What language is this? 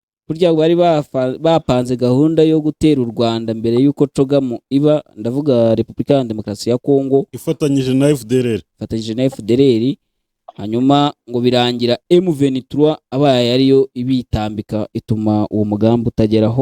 Kinyarwanda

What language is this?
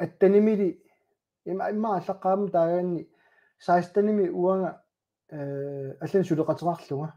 Kalaallisut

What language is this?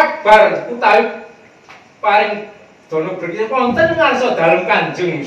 Javanese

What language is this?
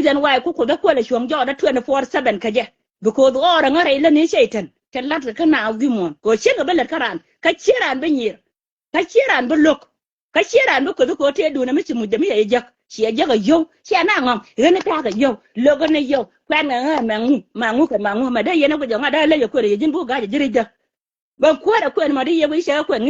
Nuer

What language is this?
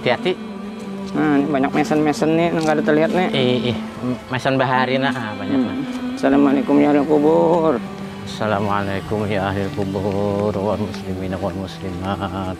Banjar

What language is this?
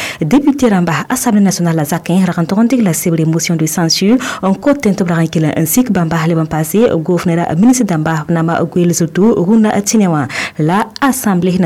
Mossi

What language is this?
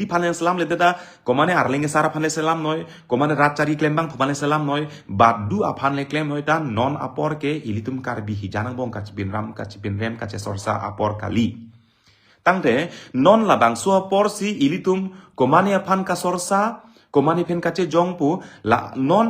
Karbi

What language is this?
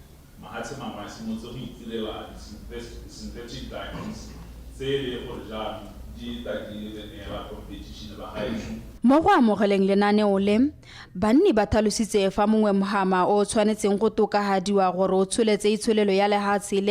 Tswana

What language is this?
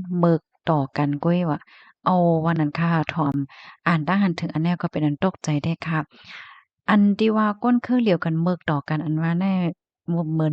Shan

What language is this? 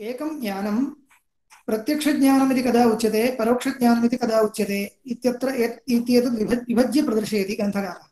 Sanskrit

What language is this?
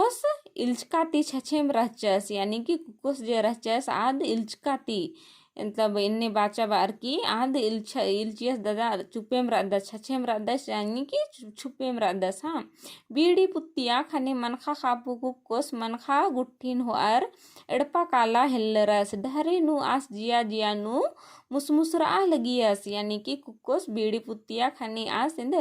Kurukh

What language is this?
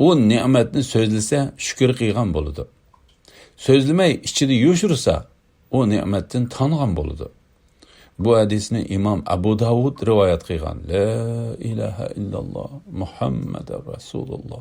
Uyghur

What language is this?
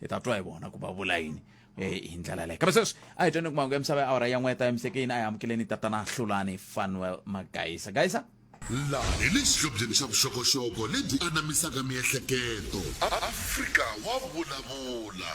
Tsonga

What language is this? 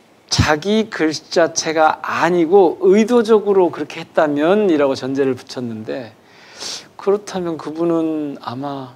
Korean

